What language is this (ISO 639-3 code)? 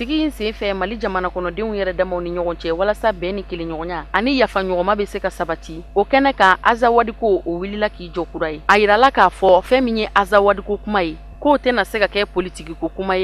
bam